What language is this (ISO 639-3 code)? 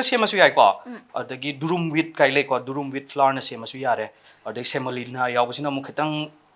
mni